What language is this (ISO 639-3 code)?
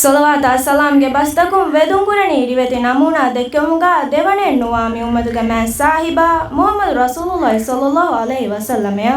div